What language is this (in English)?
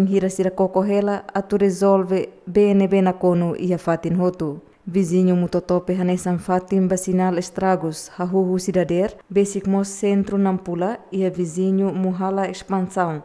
Tetum